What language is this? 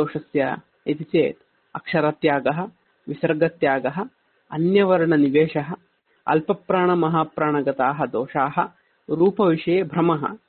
Sanskrit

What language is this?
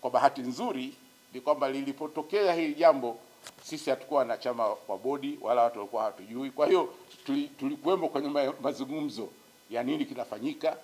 Swahili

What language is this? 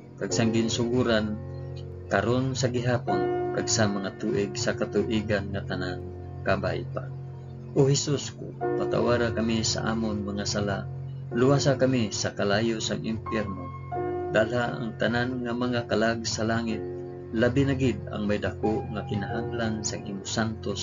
Hiligaynon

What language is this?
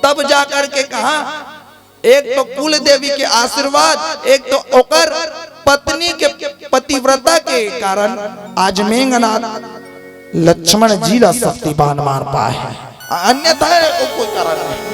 Chhattisgarhi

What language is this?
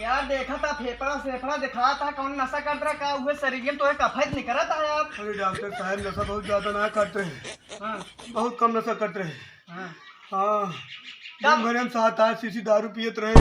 Awadhi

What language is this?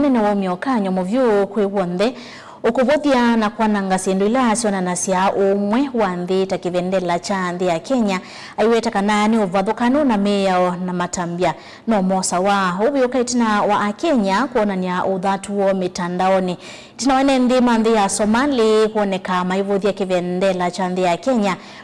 Kamba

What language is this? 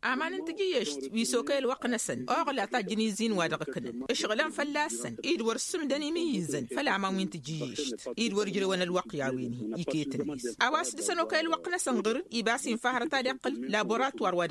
Tamasheq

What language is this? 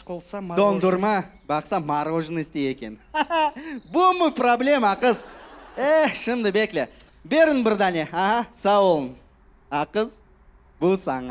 Crimean Tatar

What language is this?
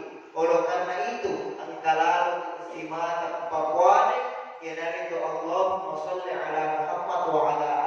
Buginese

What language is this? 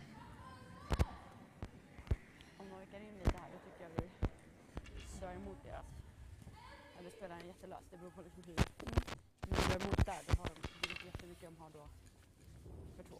Swedish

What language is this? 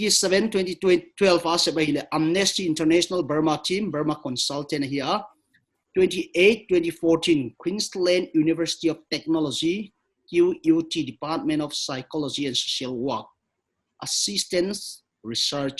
Paite Chin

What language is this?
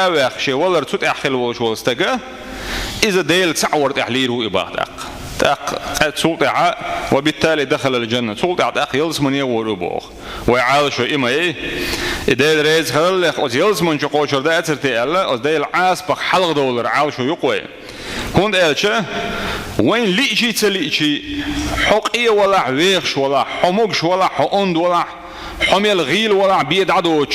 Chechen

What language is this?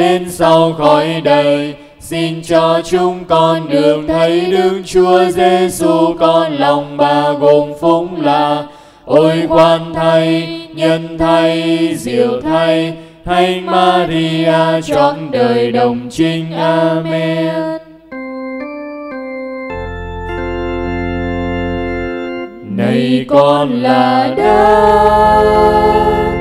Vietnamese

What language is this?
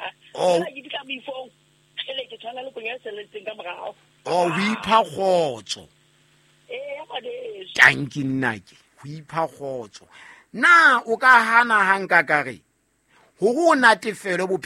Southern Sotho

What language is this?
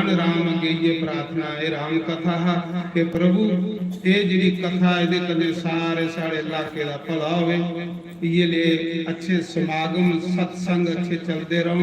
Dogri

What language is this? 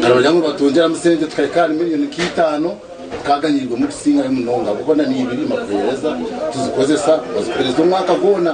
Nyankole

